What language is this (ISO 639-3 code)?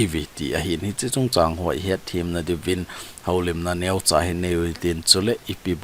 tcz